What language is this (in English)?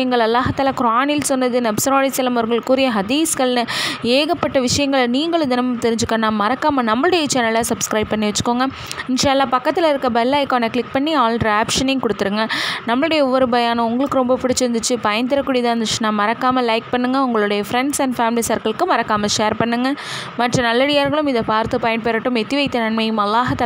Tamil